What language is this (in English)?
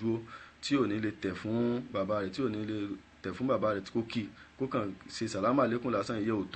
Yoruba